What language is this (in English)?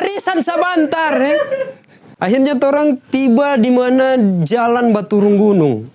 Manado Malay